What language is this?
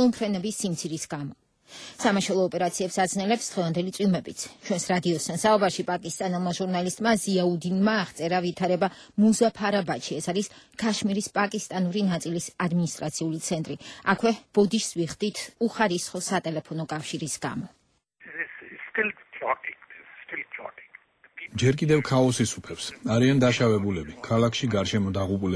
Georgian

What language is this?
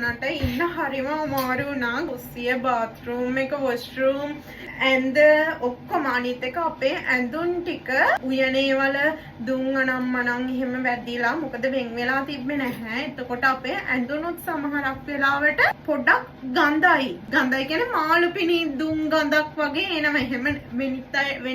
Sinhala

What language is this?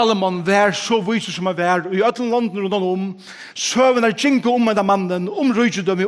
Faroese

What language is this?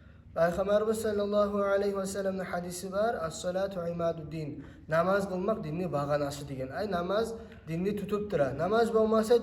Kumyk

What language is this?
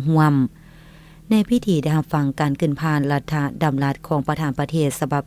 Lao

